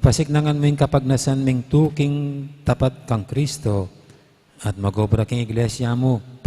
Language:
Pampanga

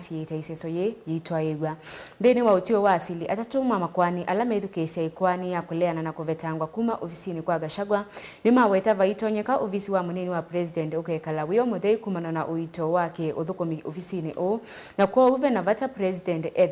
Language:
Kamba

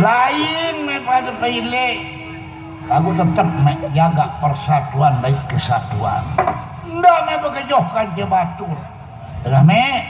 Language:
Sasak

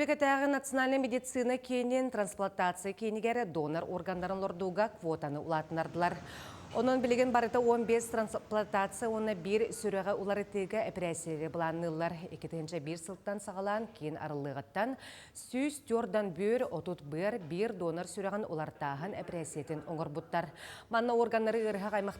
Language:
Yakut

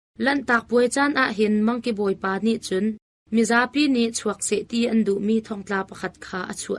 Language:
Hakha Chin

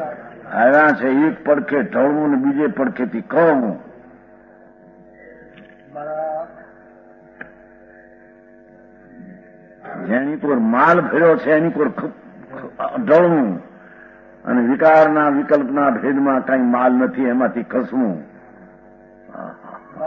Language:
Gujarati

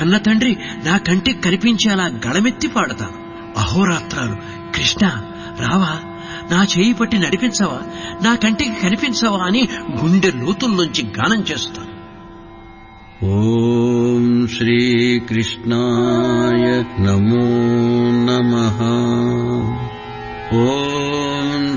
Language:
Telugu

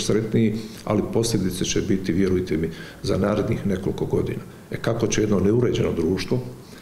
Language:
Croatian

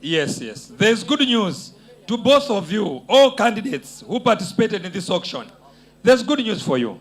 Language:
Nyanja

